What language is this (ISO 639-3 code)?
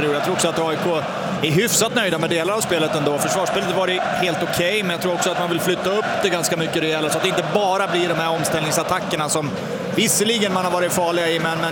swe